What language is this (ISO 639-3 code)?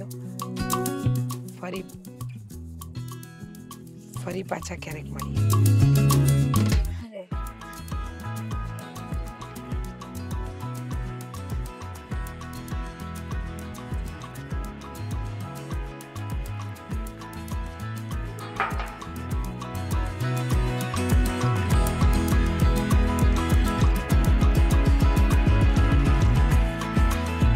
guj